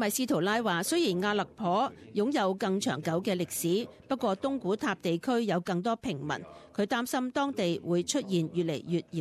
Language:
Cantonese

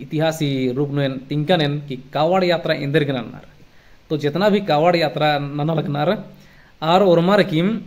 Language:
Kurukh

